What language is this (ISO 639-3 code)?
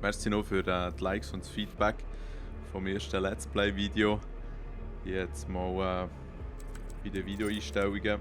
gsw